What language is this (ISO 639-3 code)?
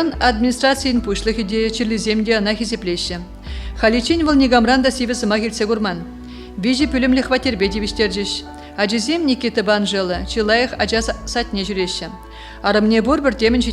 chv